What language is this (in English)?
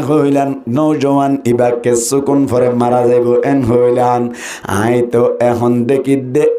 Rohingya